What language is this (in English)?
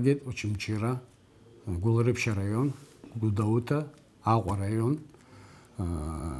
Abkhazian